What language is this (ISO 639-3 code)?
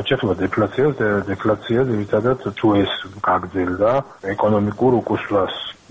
kat